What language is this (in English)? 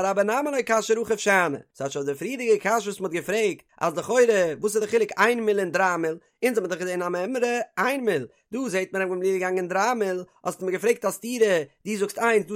Yiddish